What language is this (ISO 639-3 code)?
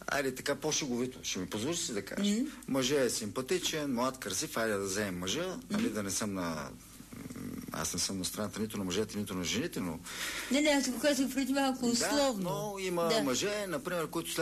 bul